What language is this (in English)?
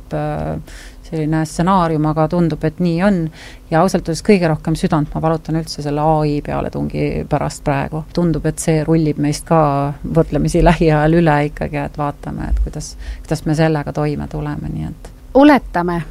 Estonian